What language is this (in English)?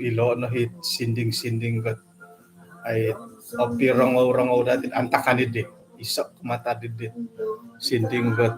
Central Dusun